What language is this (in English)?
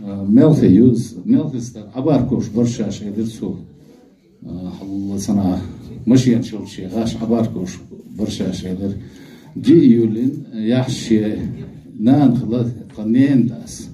Chechen